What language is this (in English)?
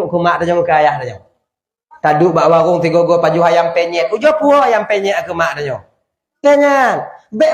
Achinese